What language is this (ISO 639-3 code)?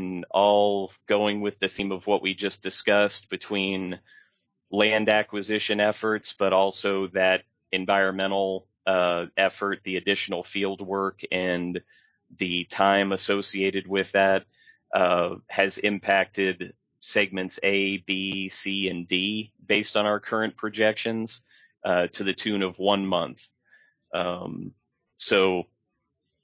eng